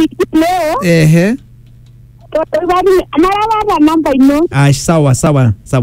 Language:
Swahili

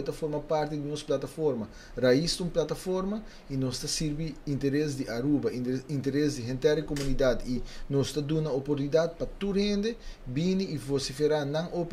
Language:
Papiamento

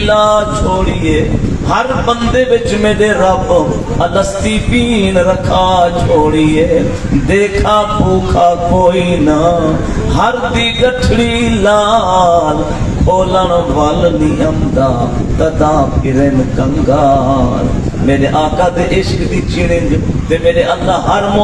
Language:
Saraiki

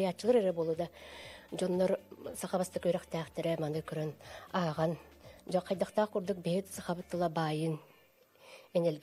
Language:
Yakut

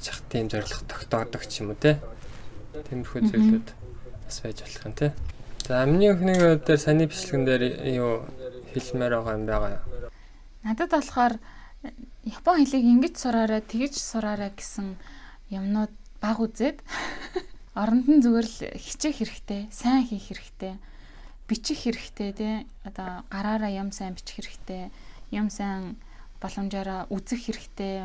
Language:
Mongolian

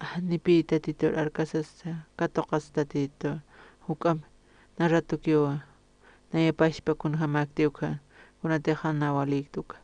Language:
Aymara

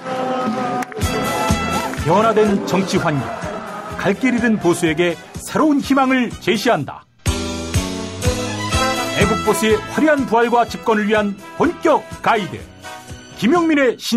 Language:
Korean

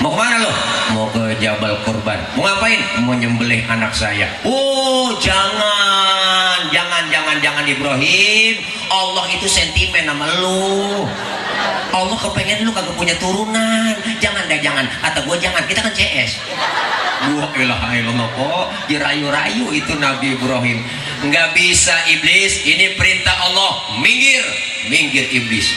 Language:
Betawi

